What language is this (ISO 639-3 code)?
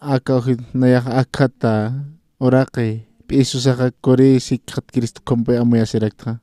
aym